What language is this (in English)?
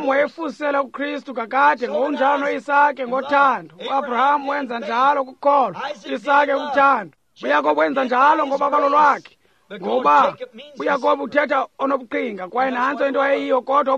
Xhosa